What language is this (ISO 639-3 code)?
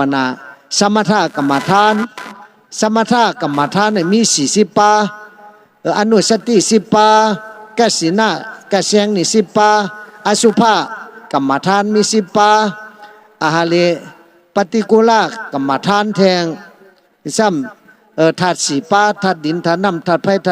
shn